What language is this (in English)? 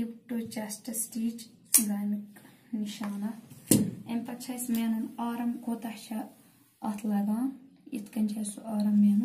Kashmiri